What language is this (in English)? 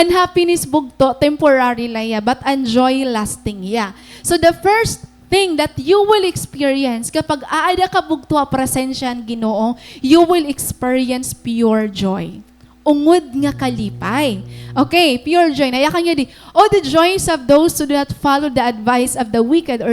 Waray